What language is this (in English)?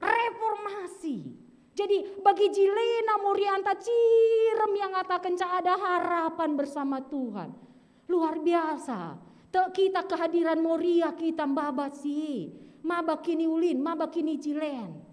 Batak Karo